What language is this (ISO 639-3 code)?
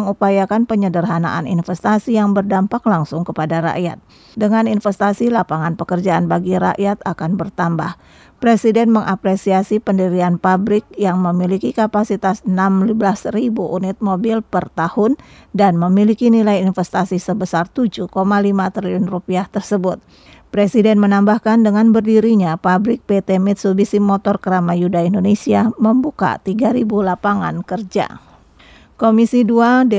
ind